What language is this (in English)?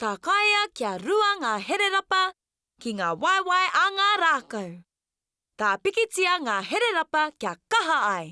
Māori